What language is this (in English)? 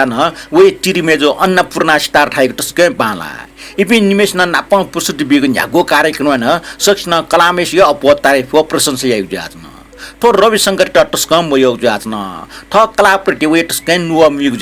Newari